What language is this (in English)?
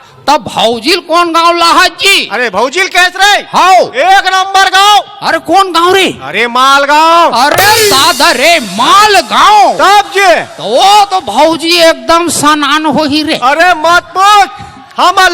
Chhattisgarhi